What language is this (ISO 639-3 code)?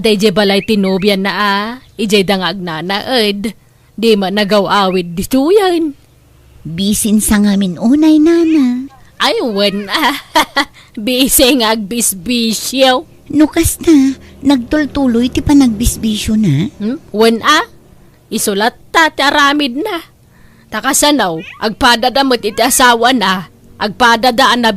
ilo